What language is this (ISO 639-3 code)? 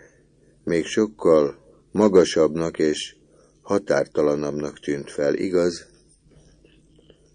hun